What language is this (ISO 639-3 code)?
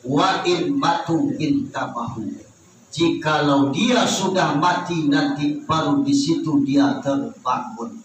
min